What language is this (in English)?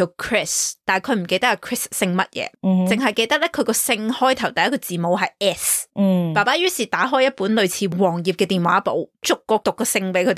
Cantonese